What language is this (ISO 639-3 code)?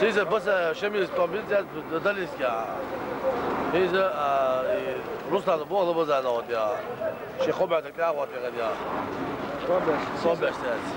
che